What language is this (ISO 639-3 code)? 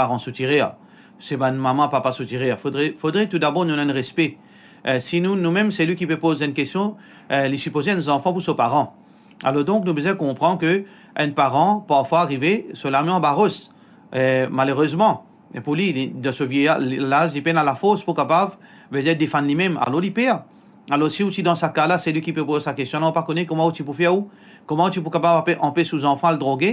mfe